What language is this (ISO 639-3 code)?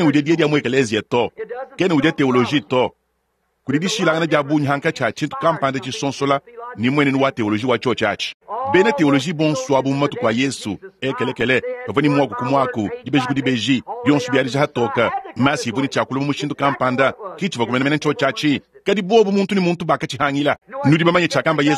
lua